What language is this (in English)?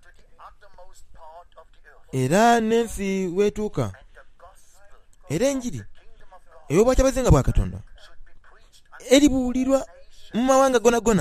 Soga